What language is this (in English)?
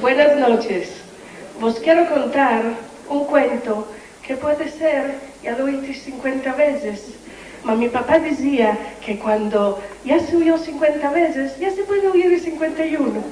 Ladino